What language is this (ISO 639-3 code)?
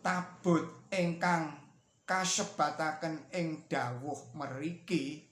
jav